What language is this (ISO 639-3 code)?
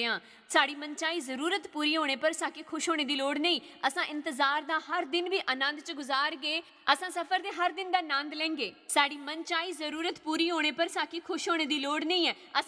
doi